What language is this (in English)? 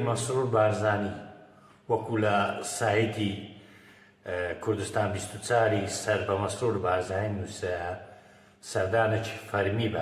Central Kurdish